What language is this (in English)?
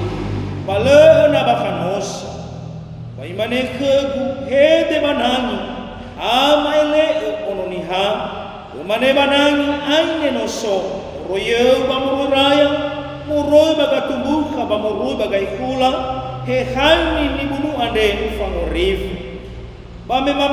Nias